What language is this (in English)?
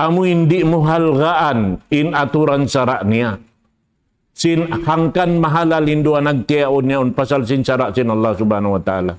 Tausug